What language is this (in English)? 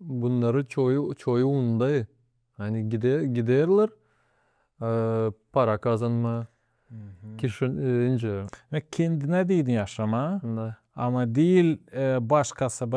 Gagauz